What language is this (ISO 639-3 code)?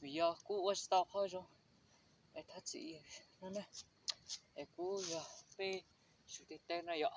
hmn